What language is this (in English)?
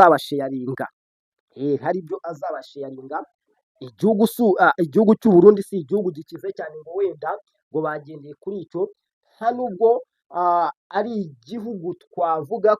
Kinyarwanda